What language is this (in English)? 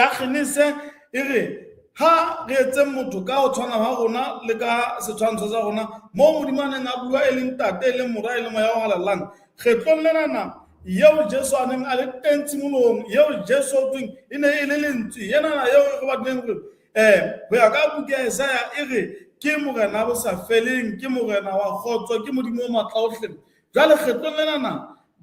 Southern Sotho